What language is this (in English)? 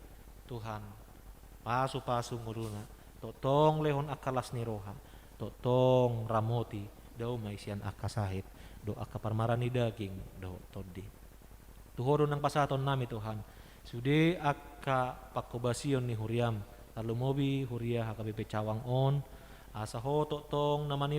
Batak Toba